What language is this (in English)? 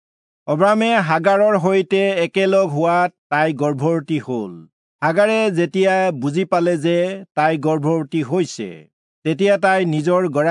Assamese